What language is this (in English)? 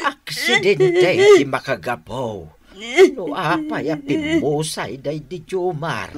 Iloko